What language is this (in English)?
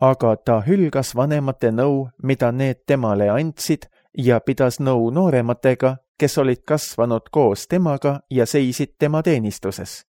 Estonian